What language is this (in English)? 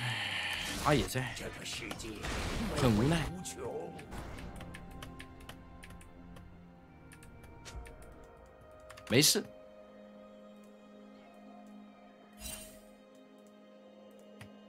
Chinese